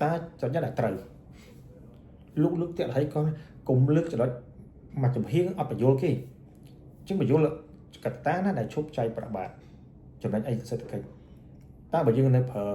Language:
Khmer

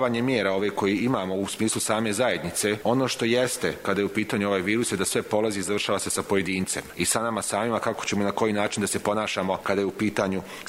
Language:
Bosnian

